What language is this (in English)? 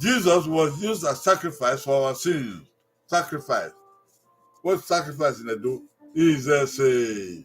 Bini